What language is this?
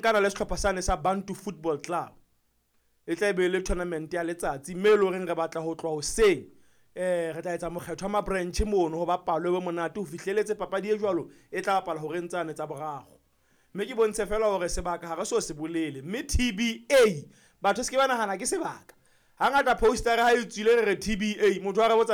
Southern Sotho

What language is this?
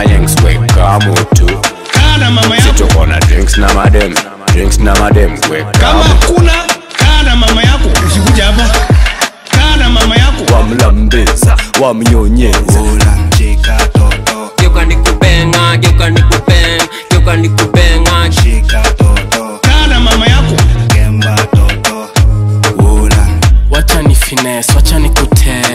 Swahili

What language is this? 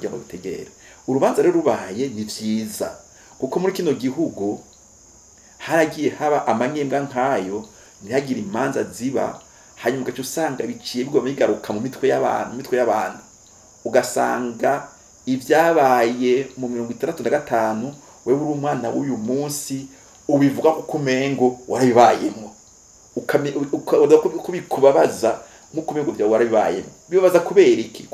Rundi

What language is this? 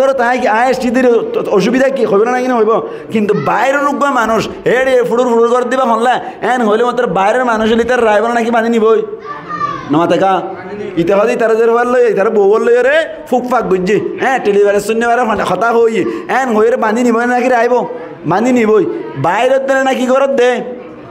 Rohingya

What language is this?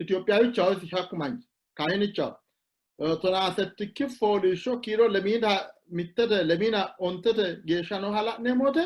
Sidamo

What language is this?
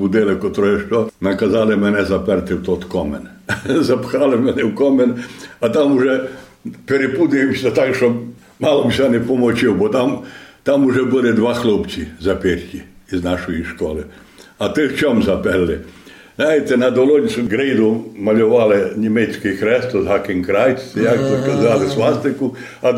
Rusyn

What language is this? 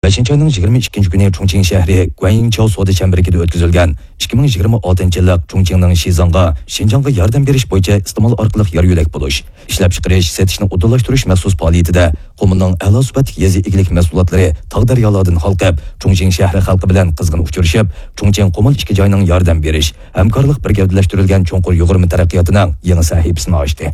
Uyghur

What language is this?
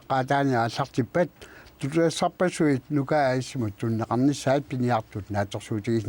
Kalaallisut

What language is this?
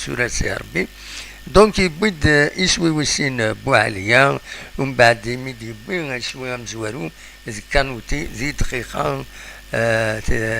Kabyle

